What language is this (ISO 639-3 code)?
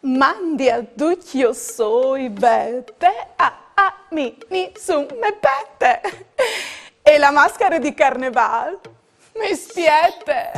fur